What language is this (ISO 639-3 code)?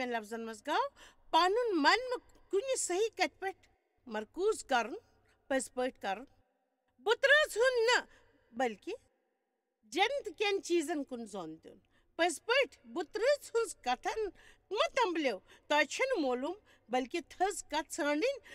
kas